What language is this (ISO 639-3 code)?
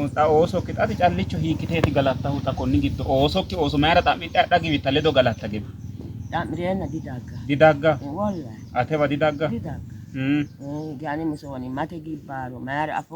sid